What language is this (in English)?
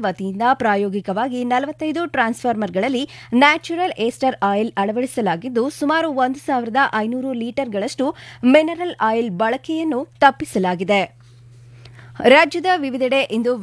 Kannada